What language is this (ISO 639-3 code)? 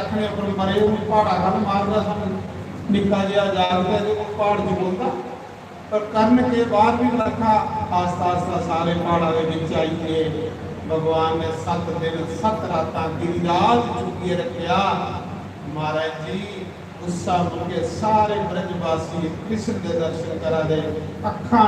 doi